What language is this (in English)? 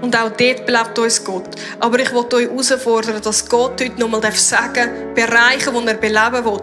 Swiss German